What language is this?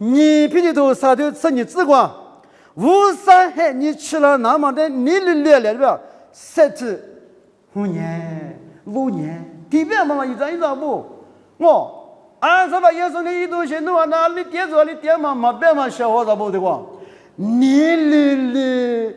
Lisu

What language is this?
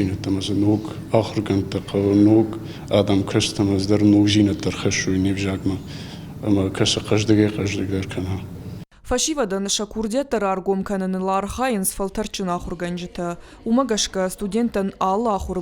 Ossetic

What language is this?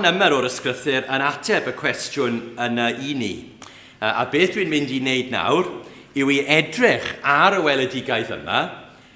Welsh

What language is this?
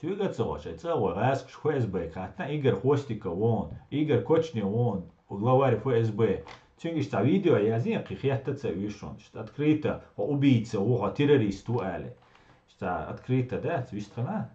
Chechen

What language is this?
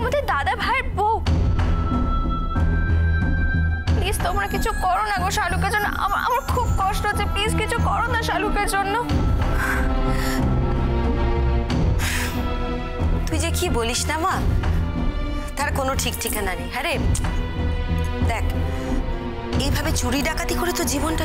Bangla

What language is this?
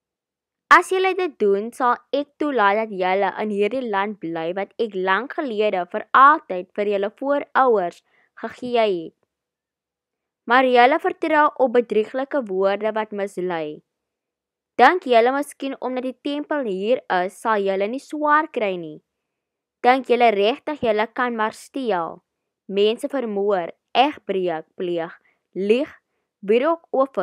Afrikaans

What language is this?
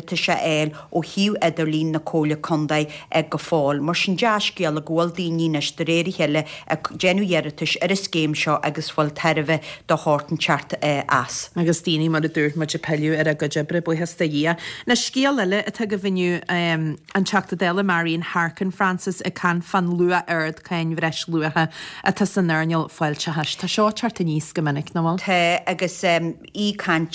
Irish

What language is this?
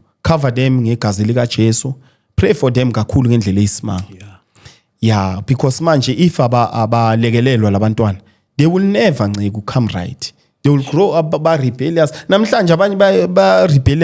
Zulu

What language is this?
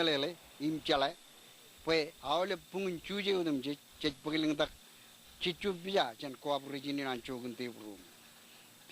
Marshallese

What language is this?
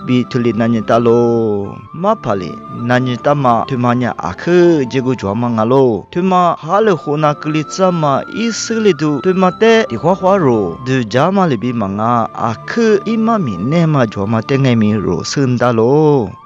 Lisu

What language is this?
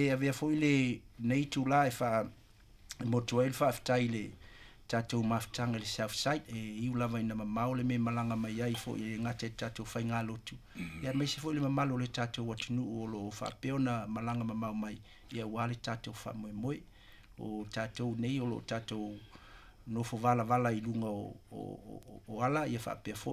Samoan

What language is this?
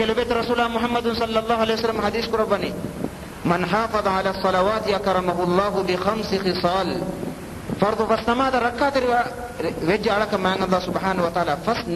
Divehi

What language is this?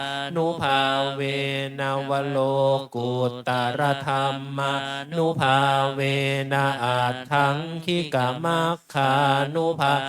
Pali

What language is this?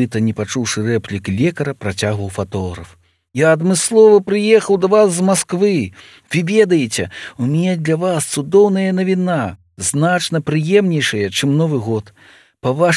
Belarusian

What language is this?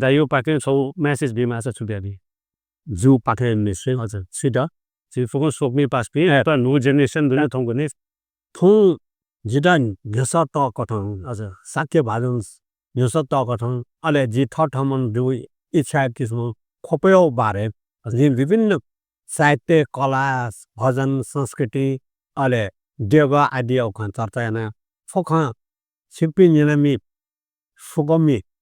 Newari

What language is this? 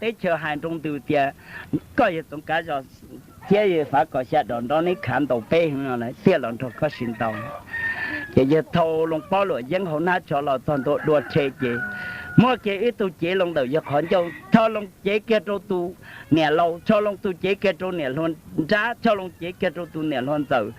Hmong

